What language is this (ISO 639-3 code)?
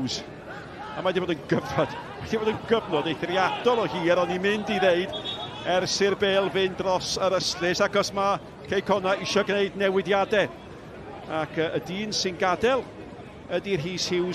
cym